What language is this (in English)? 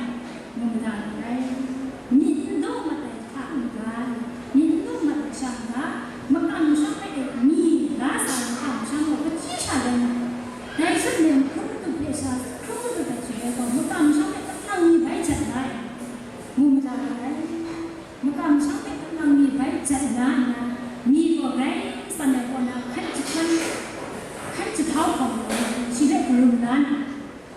Kachin